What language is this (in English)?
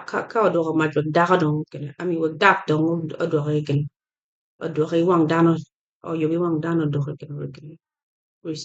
Acoli